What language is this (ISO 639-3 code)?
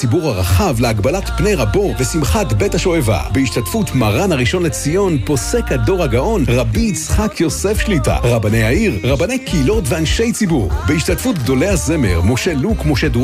heb